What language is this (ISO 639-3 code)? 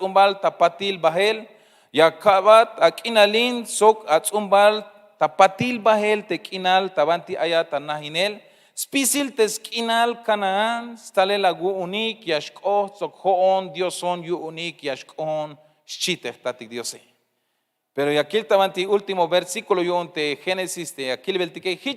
tzh